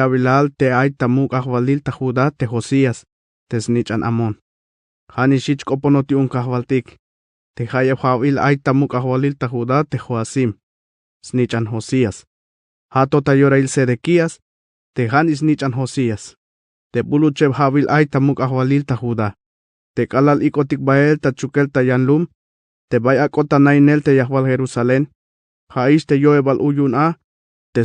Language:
Tzeltal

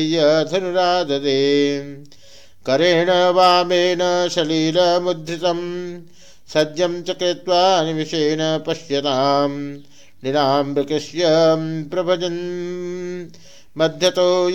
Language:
Sanskrit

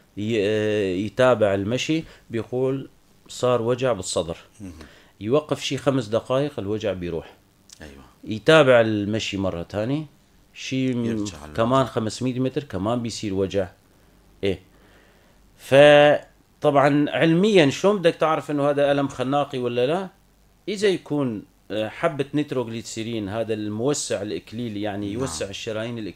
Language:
North Levantine Arabic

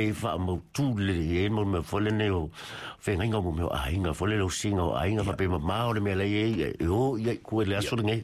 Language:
Samoan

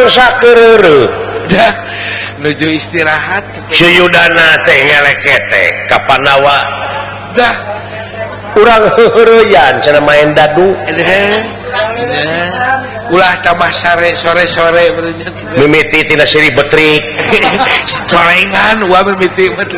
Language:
Sundanese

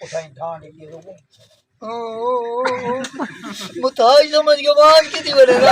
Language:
Saraiki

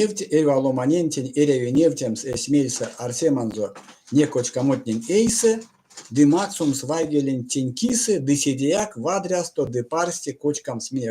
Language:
Erzya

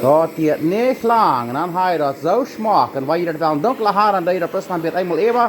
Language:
Plautdietsch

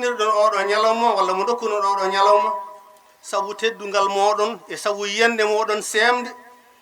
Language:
Fula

